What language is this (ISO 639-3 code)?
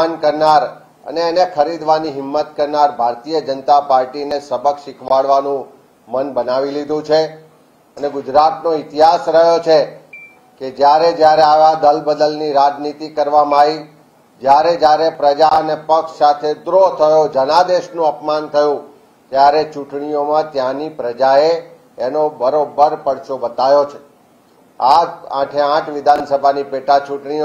guj